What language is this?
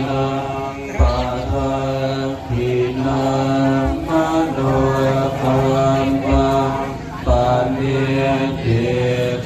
Pali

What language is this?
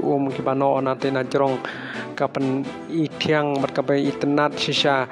Khasi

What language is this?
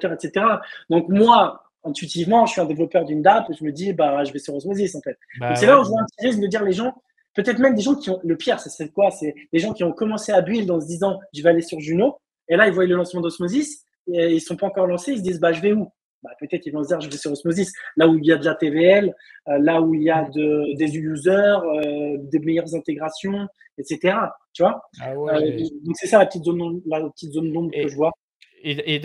French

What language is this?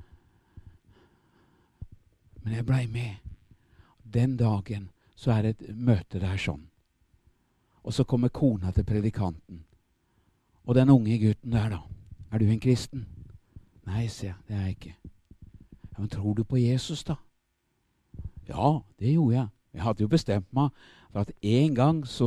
Norwegian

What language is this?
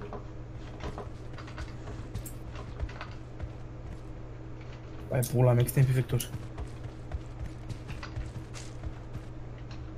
Romanian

